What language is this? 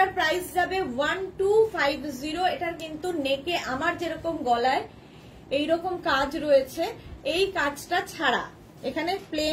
Bangla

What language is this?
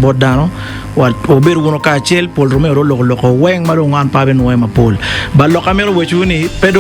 Acoli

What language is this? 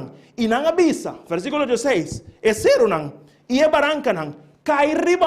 Papiamento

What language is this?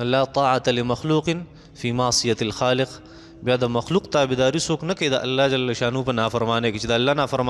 Pashto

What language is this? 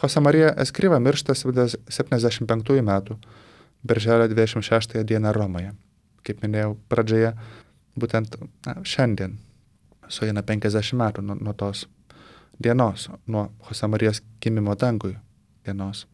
Lithuanian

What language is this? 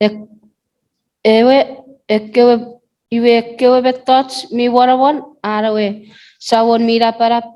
Chuukese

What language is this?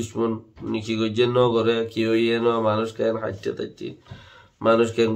Rohingya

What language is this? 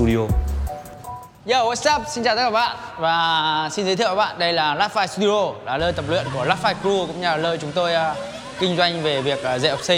Vietnamese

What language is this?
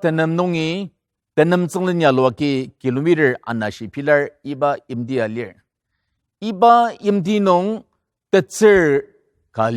Ao Naga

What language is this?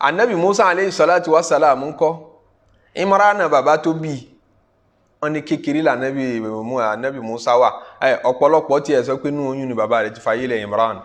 Yoruba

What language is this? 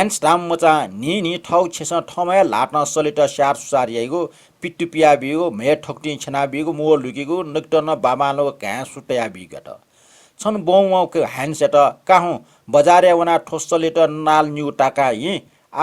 Newari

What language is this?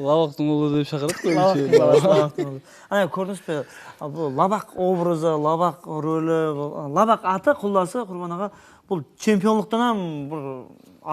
Kara-Kalpak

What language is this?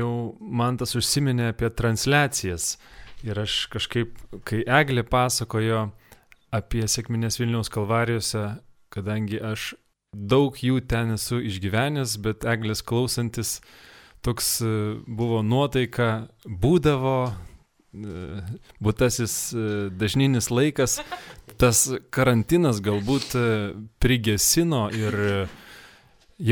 Lithuanian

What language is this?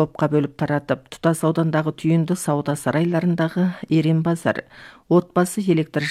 Kazakh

